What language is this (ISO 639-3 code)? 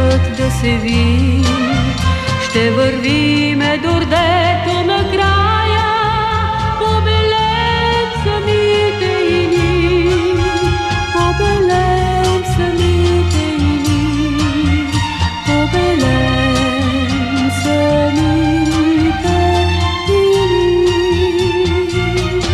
bul